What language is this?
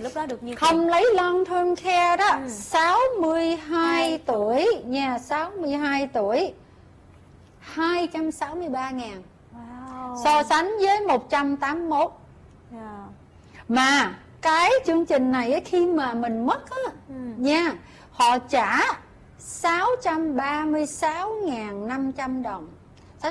Vietnamese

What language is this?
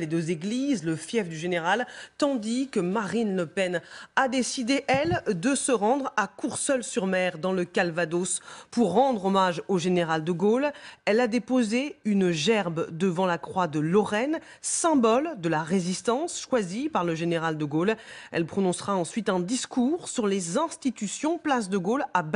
French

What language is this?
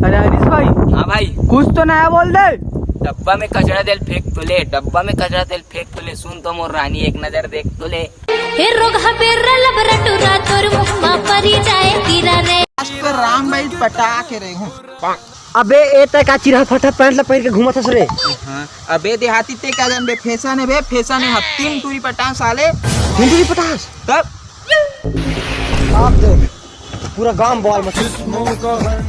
Chhattisgarhi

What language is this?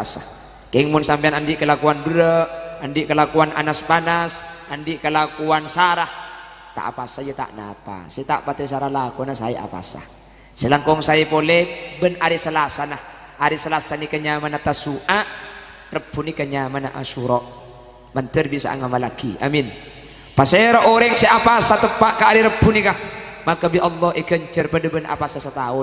Madurese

